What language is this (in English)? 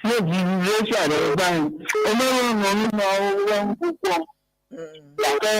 Ewe